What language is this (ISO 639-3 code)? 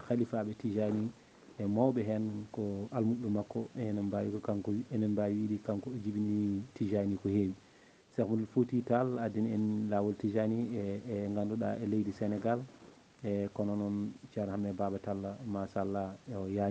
ful